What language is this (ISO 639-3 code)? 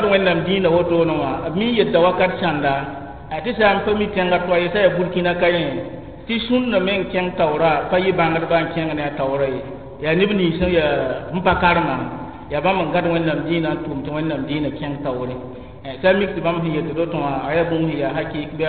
mos